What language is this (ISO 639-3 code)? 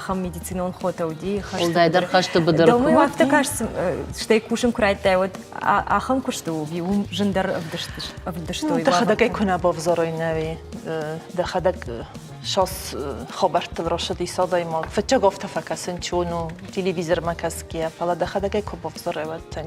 oss